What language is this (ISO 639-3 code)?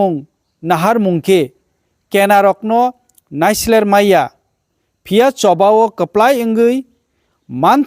trp